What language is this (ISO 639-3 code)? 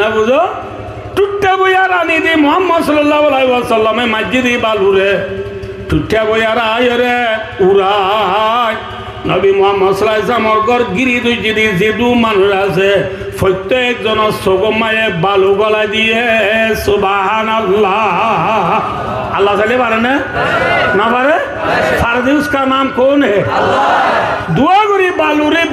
rhg